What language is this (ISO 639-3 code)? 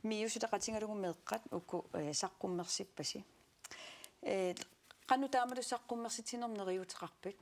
kal